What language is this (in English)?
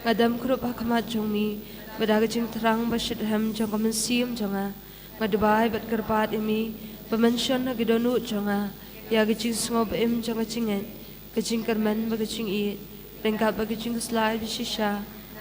Khasi